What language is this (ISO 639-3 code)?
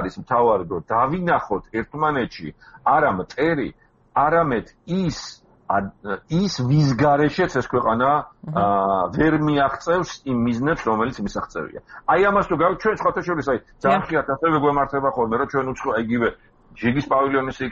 kat